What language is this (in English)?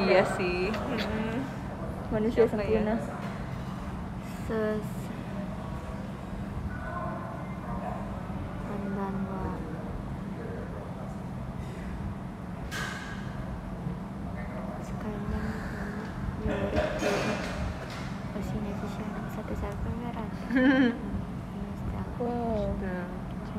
Indonesian